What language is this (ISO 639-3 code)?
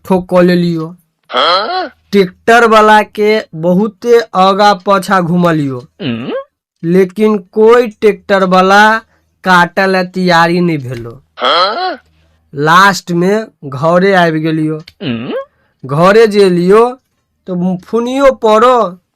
mai